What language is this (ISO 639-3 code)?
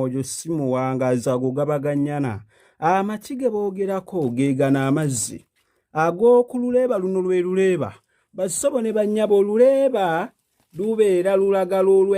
lug